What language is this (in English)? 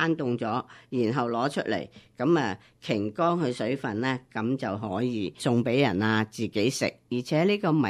Cantonese